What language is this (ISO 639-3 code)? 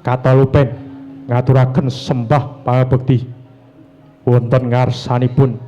jav